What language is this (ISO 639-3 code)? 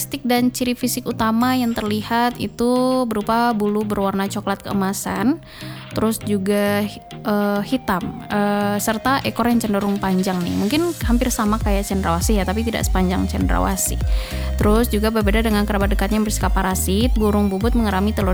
ind